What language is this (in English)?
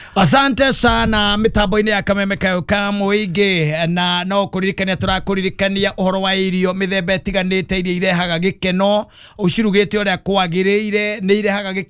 Kikuyu